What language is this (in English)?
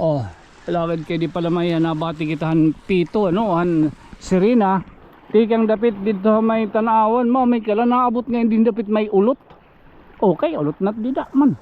Waray